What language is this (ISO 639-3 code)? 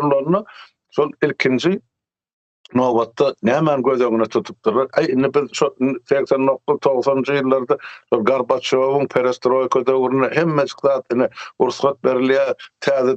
tuk